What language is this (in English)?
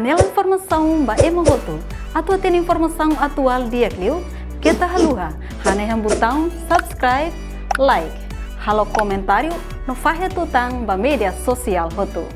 Tetum